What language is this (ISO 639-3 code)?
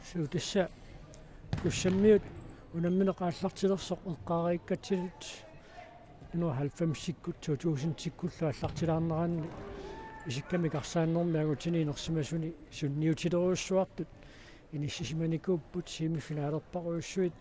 kal